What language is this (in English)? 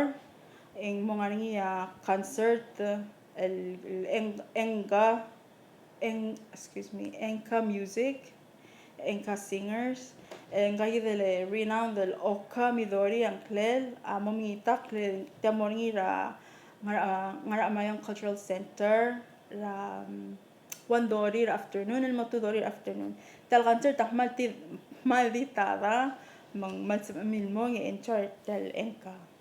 Palauan